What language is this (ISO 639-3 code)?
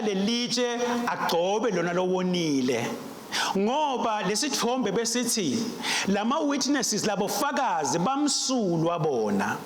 ssw